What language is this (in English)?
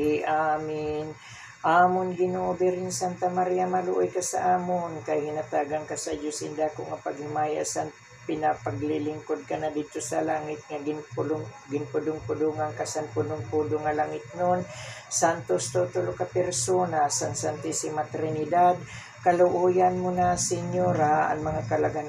Waray